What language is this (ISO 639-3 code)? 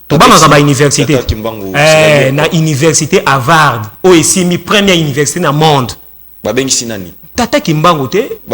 lin